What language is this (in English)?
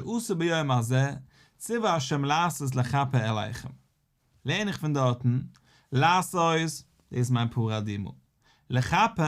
Yiddish